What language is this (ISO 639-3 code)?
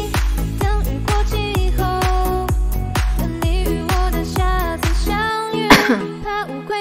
zho